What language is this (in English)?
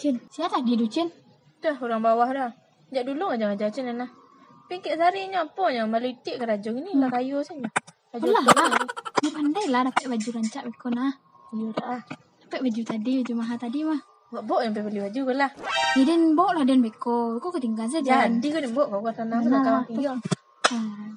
Minangkabau